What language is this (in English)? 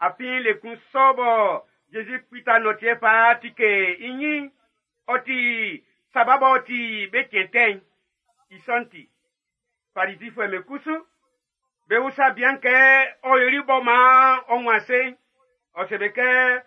Baoulé